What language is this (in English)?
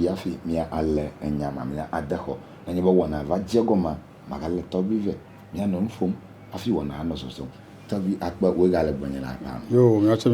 Ewe